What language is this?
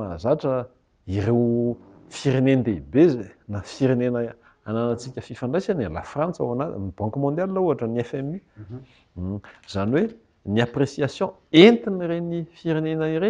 Malagasy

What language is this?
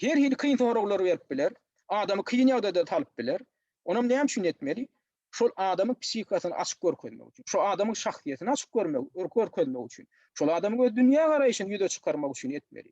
Turkmen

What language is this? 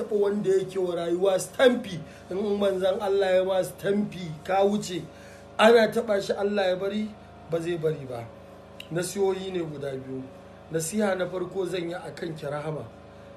Hausa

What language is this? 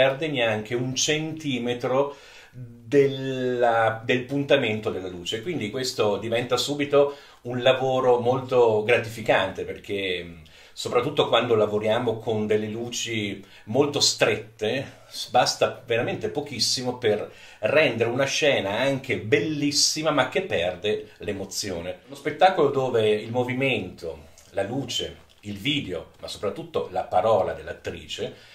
Italian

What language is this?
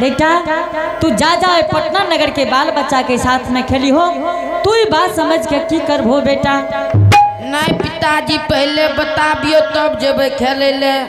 Angika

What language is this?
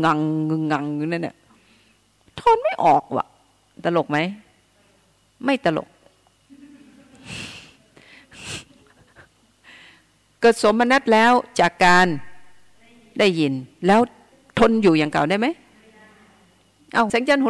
Thai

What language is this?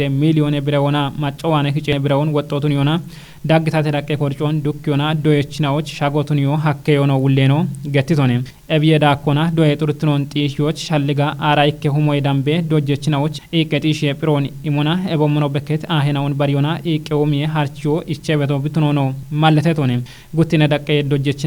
Kafa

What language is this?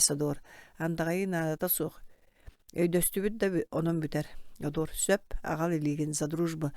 Yakut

